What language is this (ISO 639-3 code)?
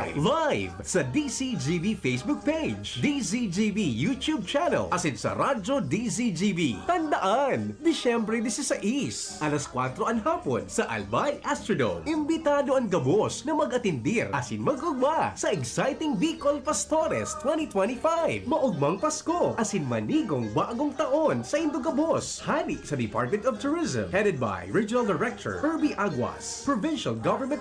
bik